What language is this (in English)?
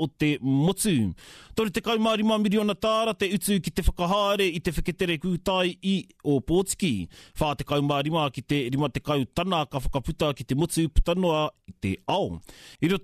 Māori